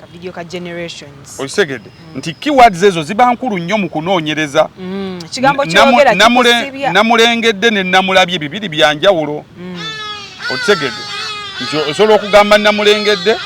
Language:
Ganda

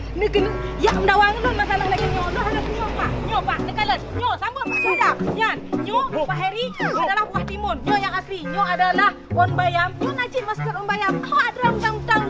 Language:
Achinese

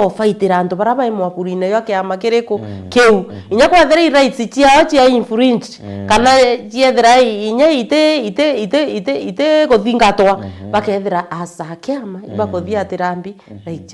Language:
Meru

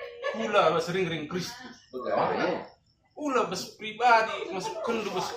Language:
Batak Karo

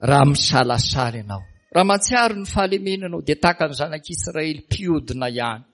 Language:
Malagasy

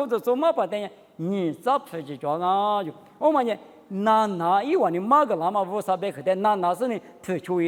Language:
Lisu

